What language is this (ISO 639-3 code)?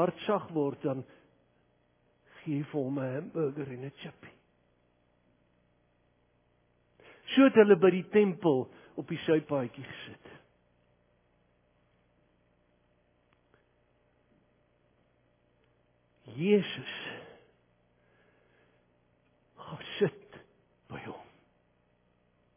afr